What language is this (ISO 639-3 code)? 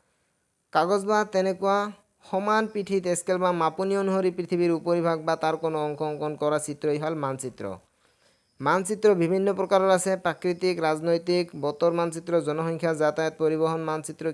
asm